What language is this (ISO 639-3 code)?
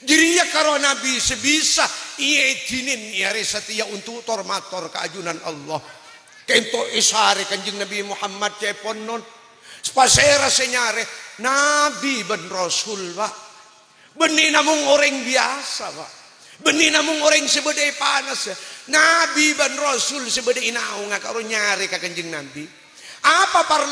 mad